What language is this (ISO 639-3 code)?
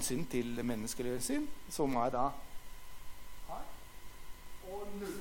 nor